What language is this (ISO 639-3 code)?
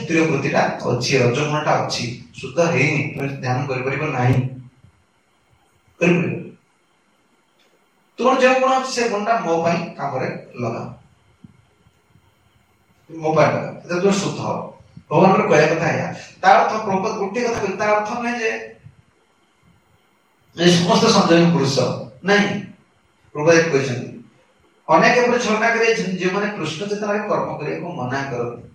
ori